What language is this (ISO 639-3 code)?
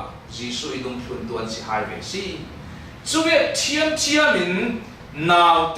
cfm